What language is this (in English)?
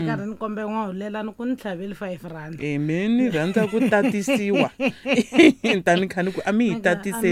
Tsonga